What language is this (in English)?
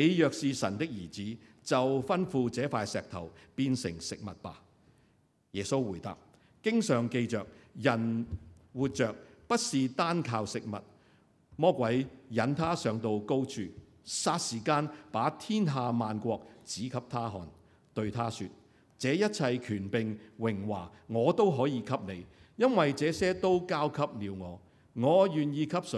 Cantonese